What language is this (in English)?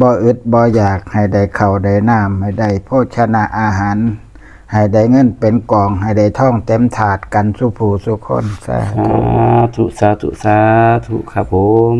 Northeastern Thai